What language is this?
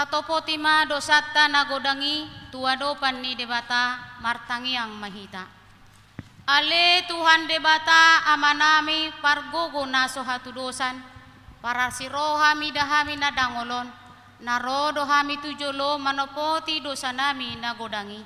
Batak Toba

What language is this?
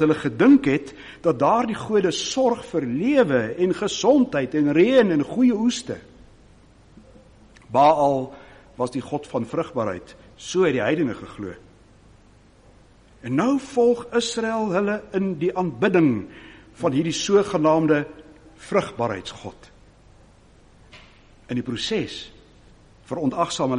Afrikaans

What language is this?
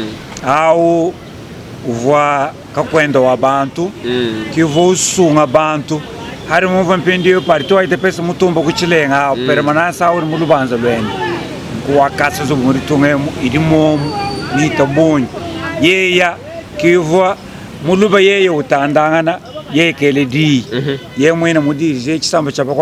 Luba-Lulua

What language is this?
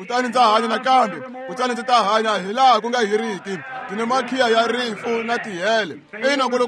Tsonga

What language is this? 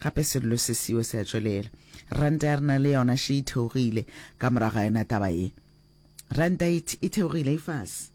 Northern Sotho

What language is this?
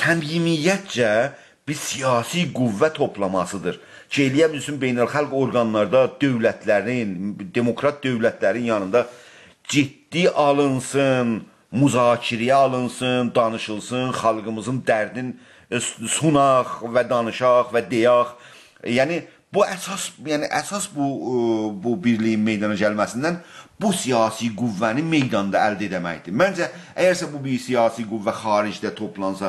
South Azerbaijani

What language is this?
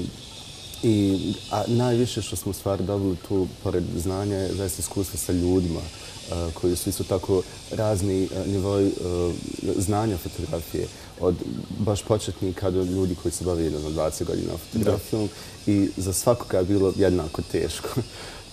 Bosnian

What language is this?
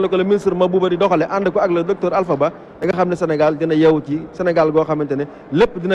Wolof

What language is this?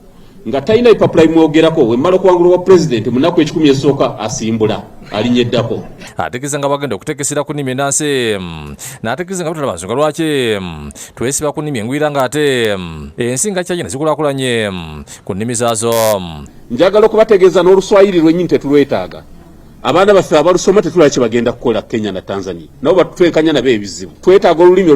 Ganda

